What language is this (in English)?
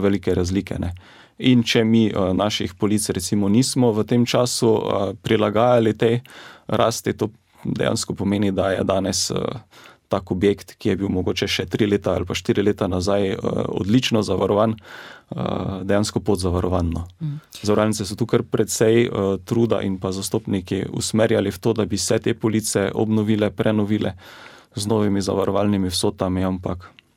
Slovenian